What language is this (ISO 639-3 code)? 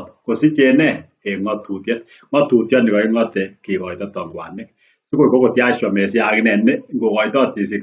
kln